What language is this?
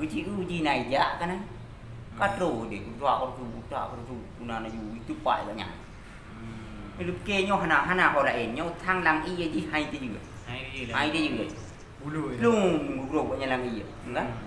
Achinese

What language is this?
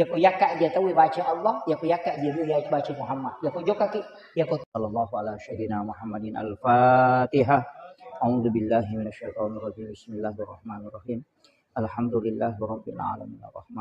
Buginese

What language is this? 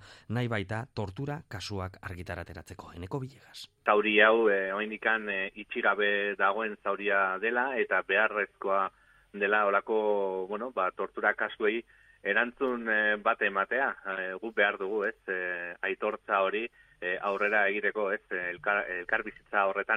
Basque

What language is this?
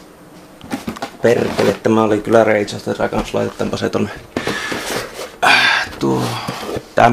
Finnish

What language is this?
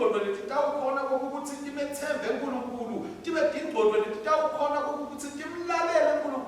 Swati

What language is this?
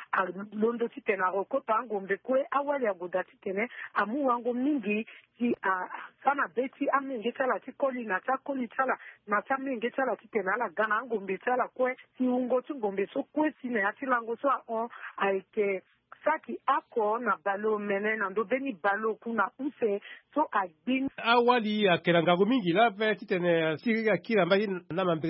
Sango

